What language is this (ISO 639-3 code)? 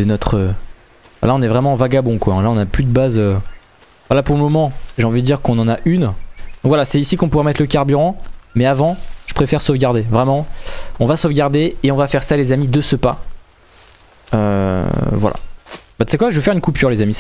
fra